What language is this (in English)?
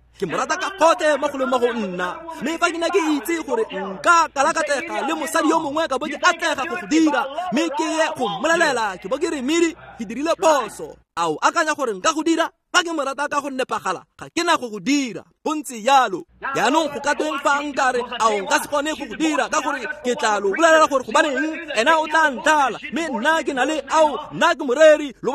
Tswana